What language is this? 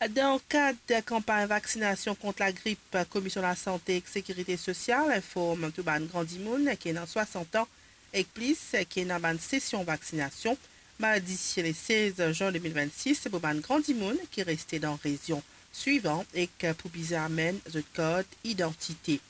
Morisyen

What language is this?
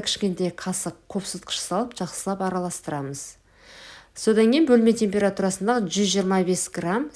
Kazakh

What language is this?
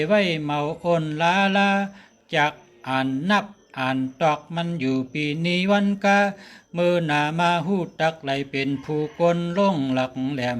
Shan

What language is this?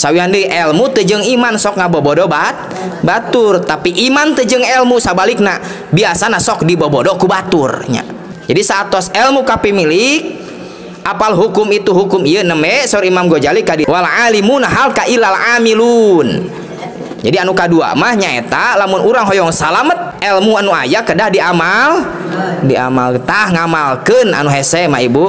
Sundanese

